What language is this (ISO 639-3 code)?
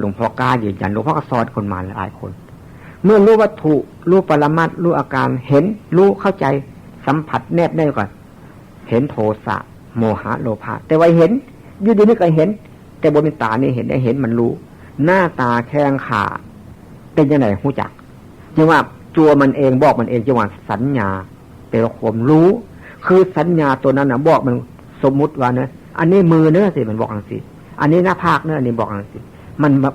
tts